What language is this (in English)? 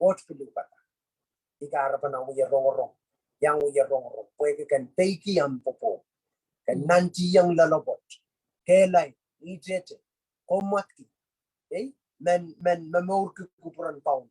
Pohnpeian